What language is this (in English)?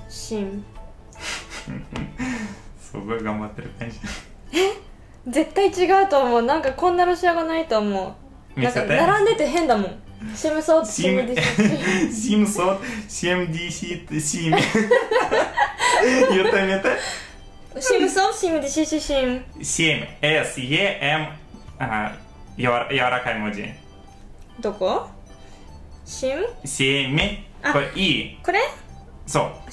Japanese